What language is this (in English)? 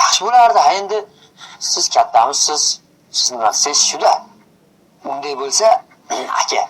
Uzbek